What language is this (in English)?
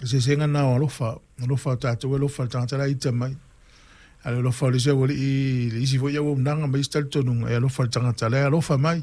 Samoan